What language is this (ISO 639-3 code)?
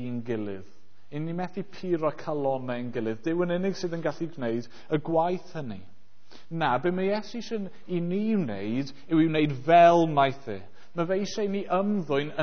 cym